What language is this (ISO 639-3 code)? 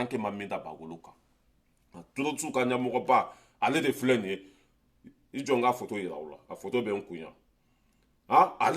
bam